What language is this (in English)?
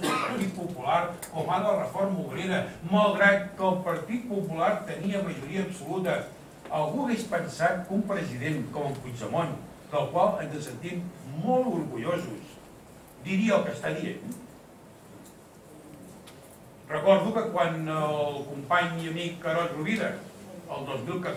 Catalan